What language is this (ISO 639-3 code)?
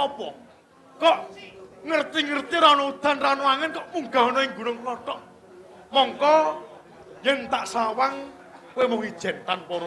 jav